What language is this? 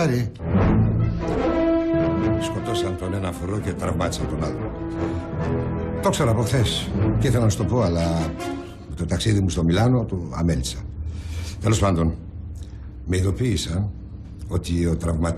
Greek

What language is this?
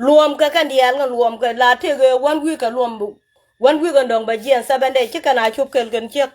Nuer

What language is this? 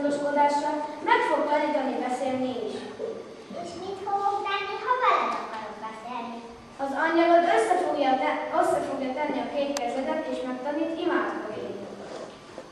Hungarian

